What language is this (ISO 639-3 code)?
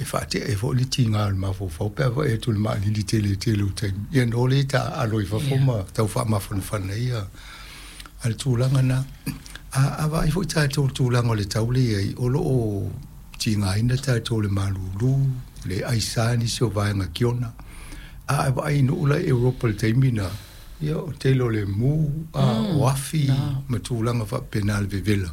smo